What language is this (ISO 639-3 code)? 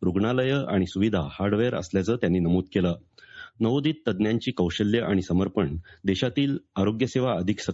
mar